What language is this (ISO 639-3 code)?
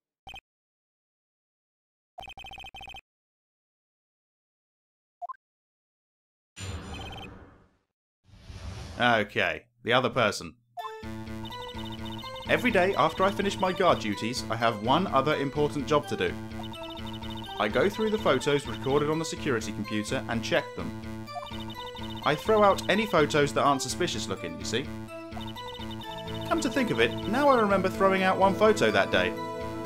eng